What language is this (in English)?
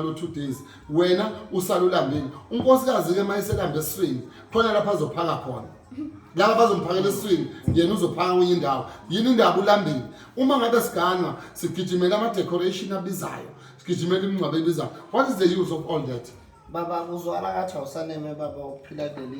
Zulu